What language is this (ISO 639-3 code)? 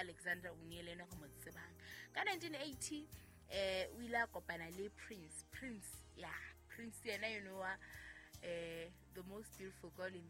sot